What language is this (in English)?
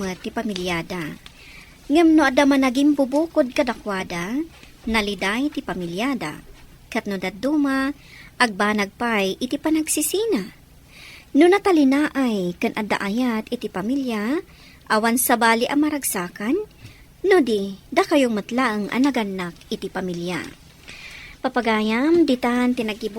Iloko